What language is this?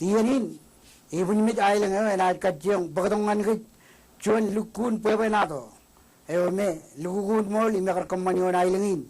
Marshallese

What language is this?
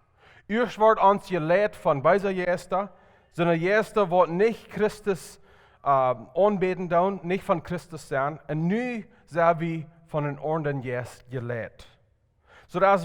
Plautdietsch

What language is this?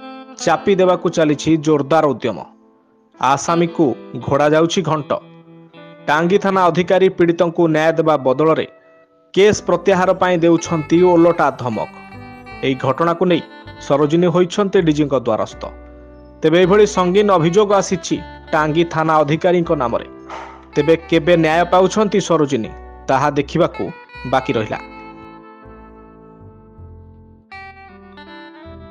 Odia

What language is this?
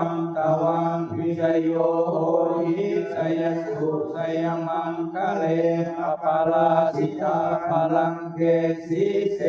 Pali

